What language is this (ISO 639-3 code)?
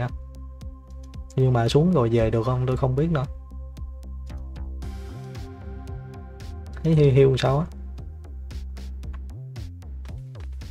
vie